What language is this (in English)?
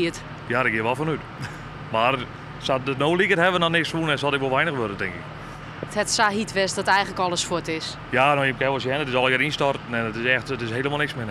Western Frisian